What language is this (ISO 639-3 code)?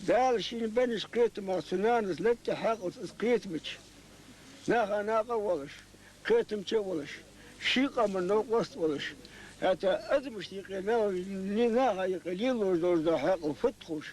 inh